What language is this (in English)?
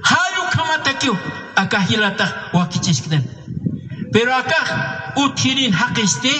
Aymara